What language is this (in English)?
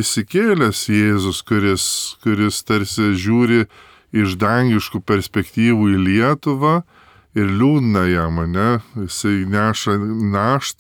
Lithuanian